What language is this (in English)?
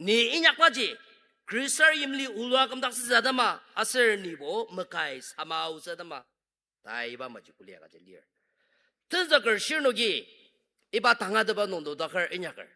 Ao Naga